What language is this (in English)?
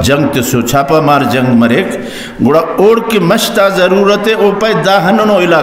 Brahui